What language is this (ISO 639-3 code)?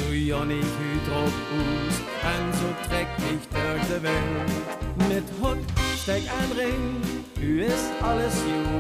lim